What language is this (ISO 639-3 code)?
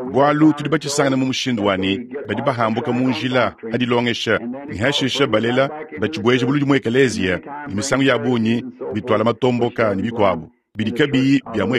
lua